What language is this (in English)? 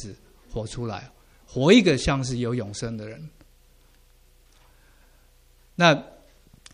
Chinese